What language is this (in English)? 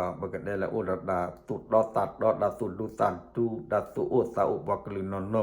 S'gaw Karen